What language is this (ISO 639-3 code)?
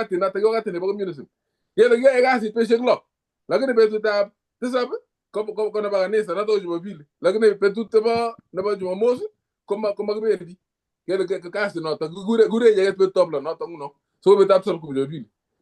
kln